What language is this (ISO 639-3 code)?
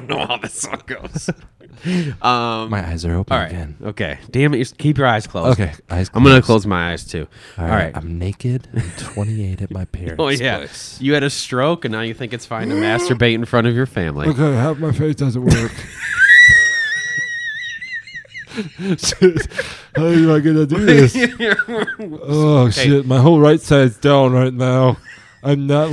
eng